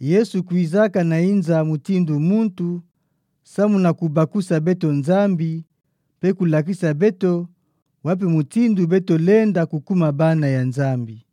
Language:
Kituba (Democratic Republic of Congo)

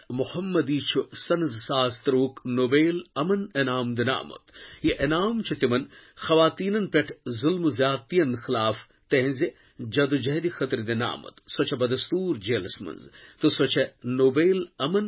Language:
Kashmiri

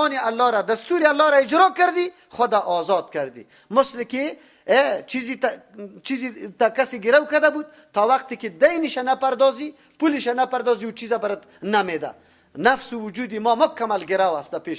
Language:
Persian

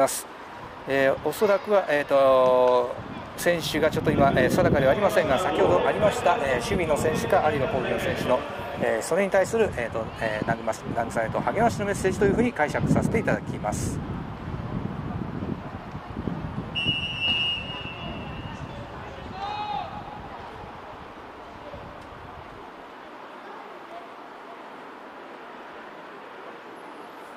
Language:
Japanese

